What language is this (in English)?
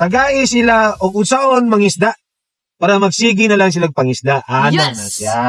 Cebuano